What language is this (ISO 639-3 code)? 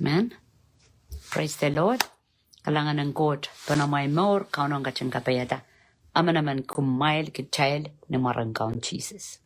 pon